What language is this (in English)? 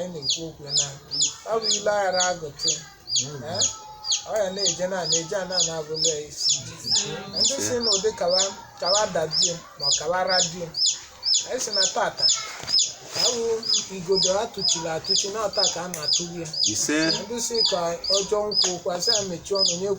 Igbo